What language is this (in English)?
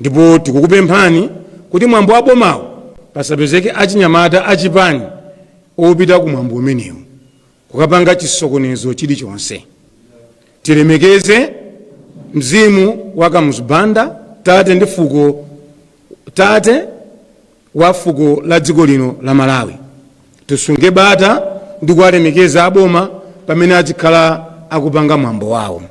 Nyanja